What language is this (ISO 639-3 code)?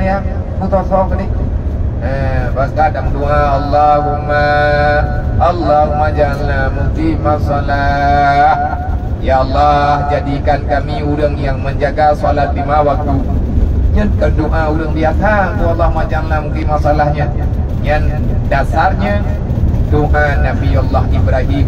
ace